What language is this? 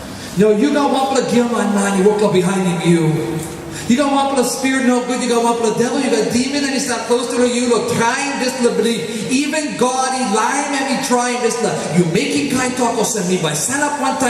Tok Pisin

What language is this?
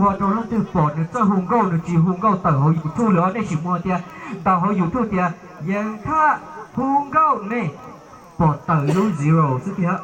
Hmong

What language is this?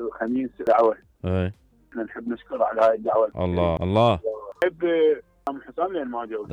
Mesopotamian Arabic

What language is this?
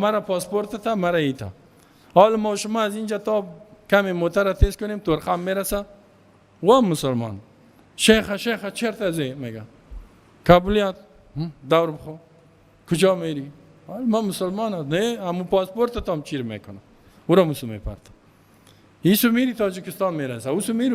Persian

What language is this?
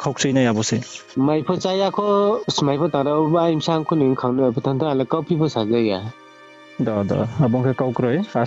Riang (India)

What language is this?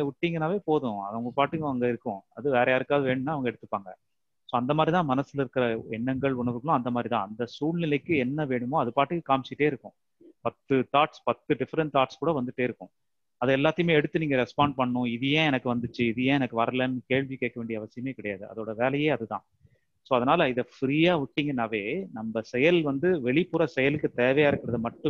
Tamil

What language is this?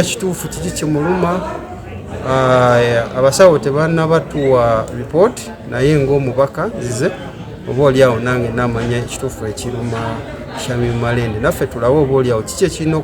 Ganda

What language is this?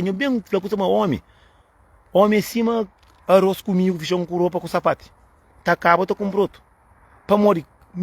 Kabuverdianu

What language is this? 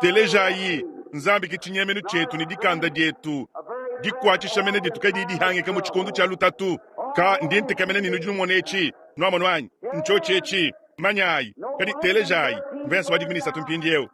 Luba-Lulua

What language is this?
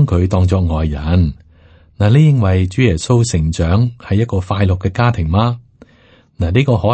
Cantonese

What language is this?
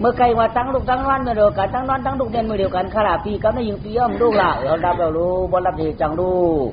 Shan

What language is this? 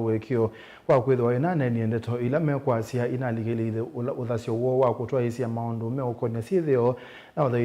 Kamba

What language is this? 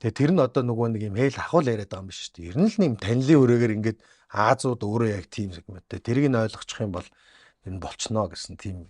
Mongolian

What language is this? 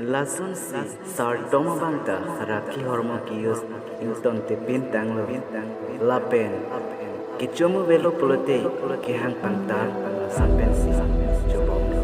Karbi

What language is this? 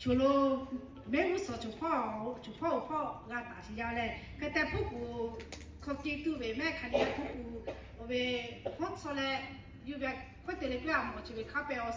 Lahu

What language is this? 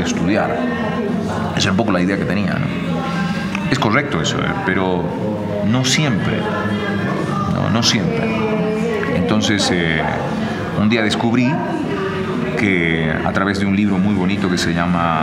Spanish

